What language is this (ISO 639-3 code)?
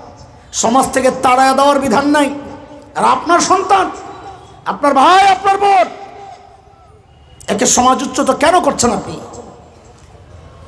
ben